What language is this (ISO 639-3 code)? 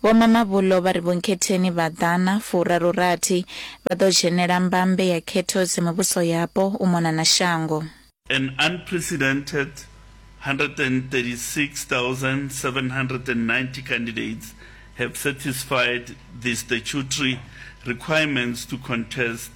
ven